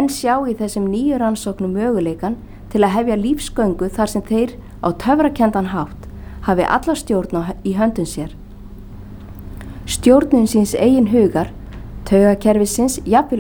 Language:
Icelandic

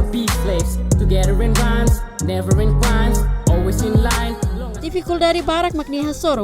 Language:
Tetum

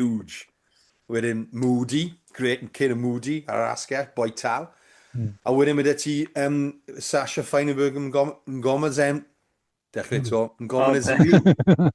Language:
Welsh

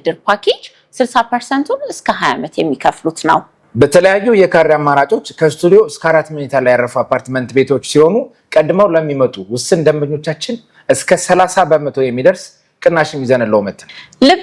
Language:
Amharic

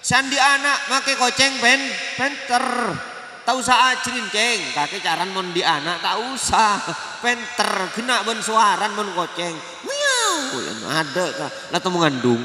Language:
Madurese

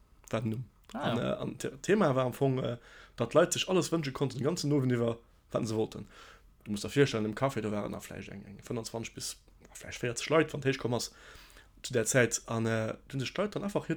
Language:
Luxembourgish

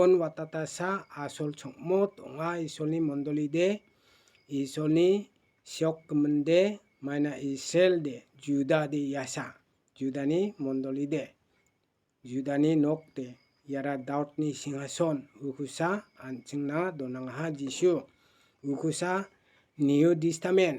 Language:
Garo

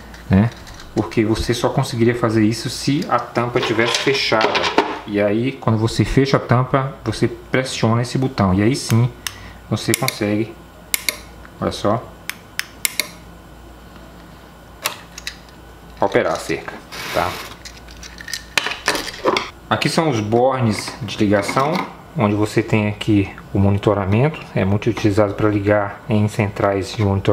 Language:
Portuguese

